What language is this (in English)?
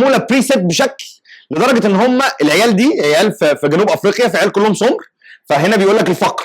Egyptian Arabic